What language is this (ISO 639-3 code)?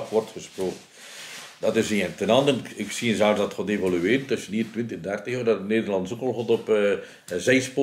nld